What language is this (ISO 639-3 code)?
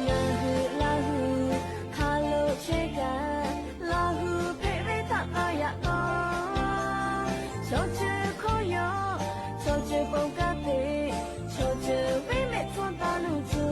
lhu